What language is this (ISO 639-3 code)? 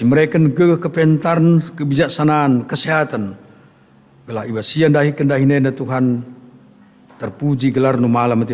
btx